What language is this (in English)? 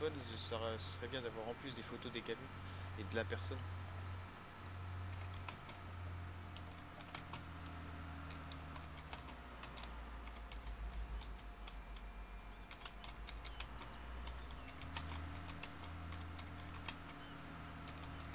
French